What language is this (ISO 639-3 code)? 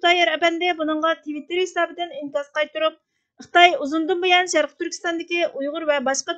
uig